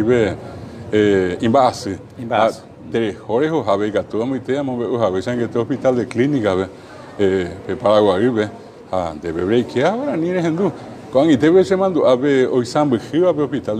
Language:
Guarani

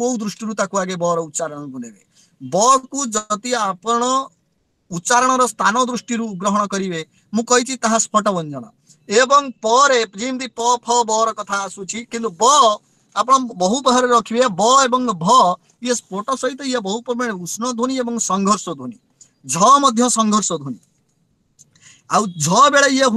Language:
Odia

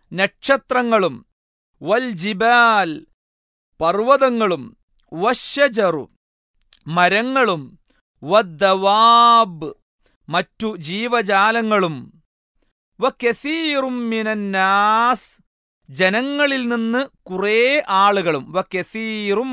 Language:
Malayalam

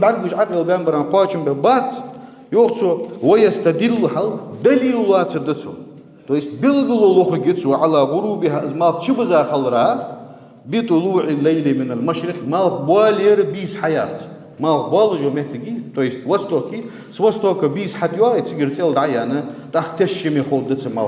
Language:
Ingush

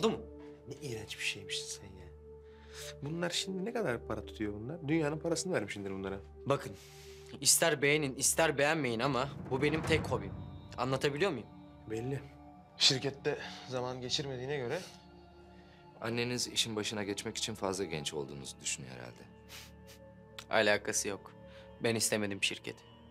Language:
Turkish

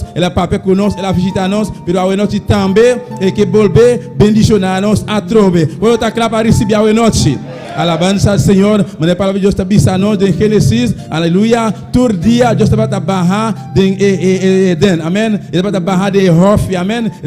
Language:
Papiamento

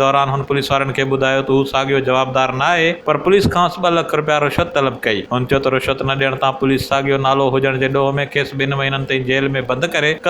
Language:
Sindhi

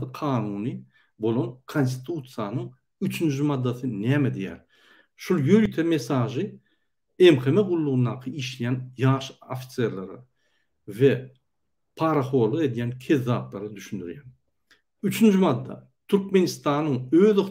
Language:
Turkmen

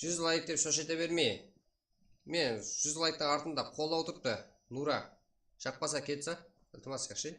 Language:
Kara-Kalpak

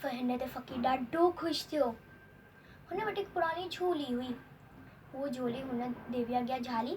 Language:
Sindhi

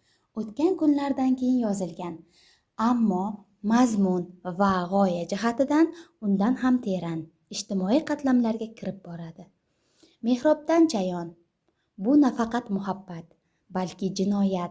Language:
Uzbek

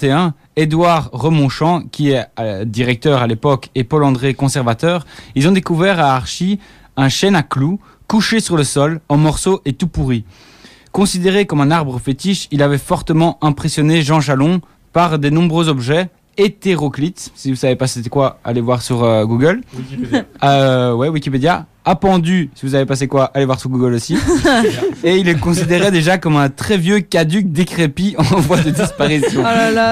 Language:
French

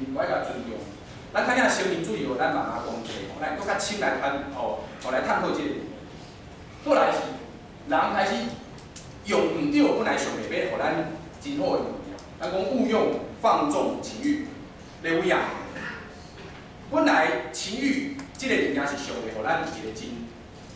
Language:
Min Nan Chinese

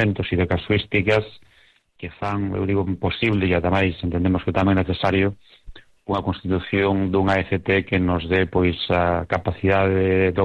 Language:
Galician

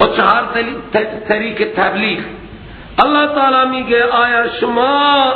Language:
Persian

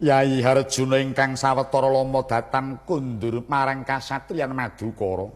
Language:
Javanese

